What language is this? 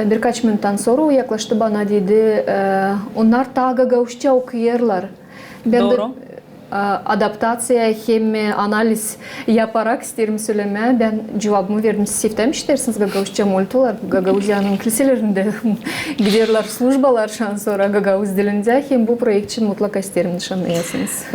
Gagauz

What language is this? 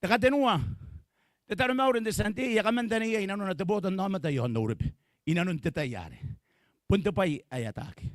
Gilbertese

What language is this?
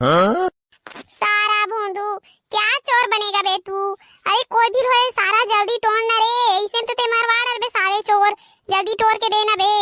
Chhattisgarhi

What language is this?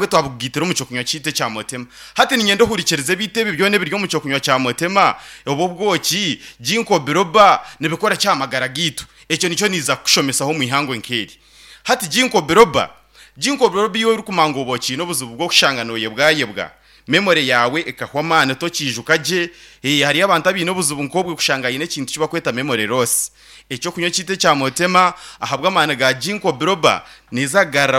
Nyankole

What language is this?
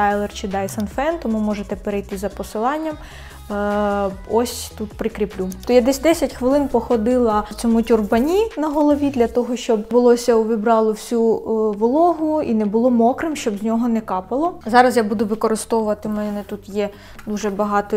Ukrainian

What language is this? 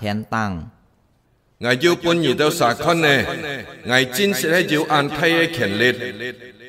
Hakka Chinese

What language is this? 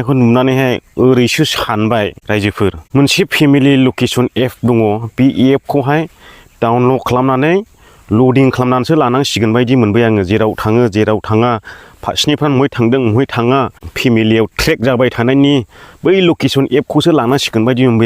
Bodo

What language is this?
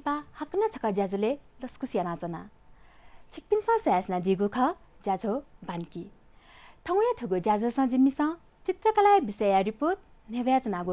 Newari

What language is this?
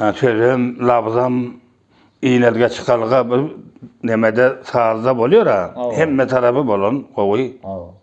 Turkmen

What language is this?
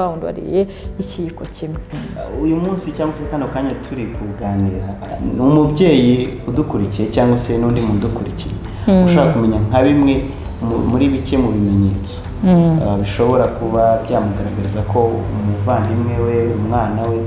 Kinyarwanda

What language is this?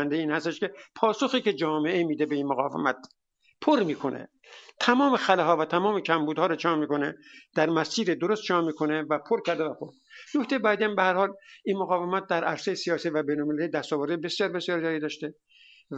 Persian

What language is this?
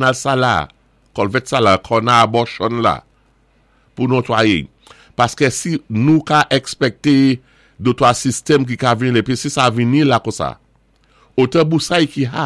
Saint Lucian Creole French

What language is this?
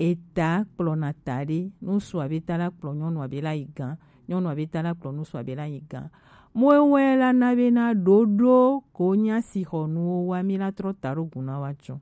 Gen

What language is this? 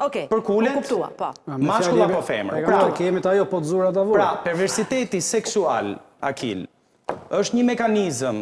Albanian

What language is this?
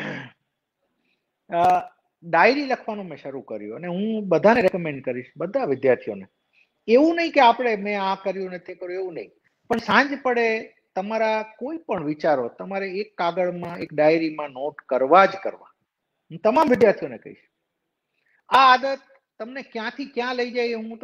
Gujarati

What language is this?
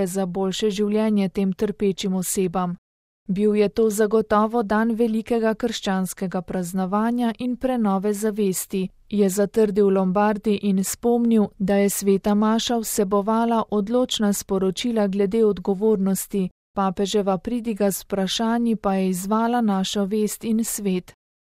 Slovenian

